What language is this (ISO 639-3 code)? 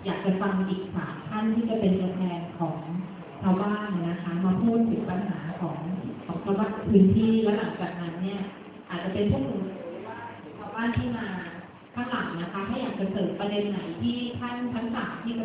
tha